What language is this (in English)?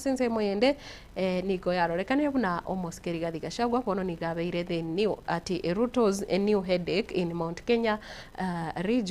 Gusii